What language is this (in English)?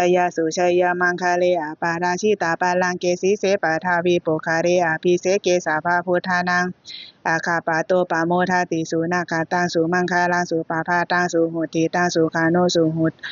Pali